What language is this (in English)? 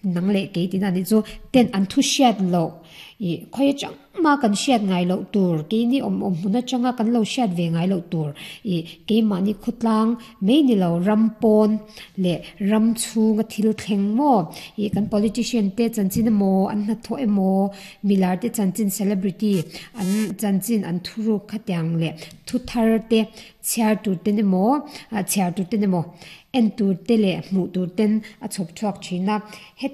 Mizo